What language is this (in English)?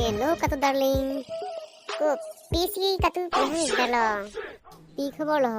Karbi